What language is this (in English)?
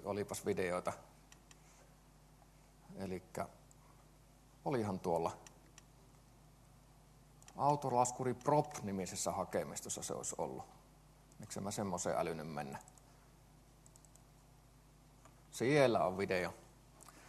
Finnish